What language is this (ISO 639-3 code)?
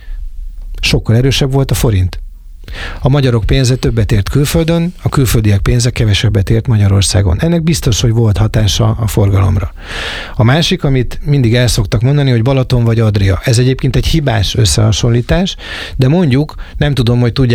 hun